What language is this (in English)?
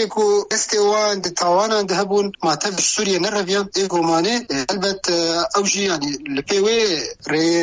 Kurdish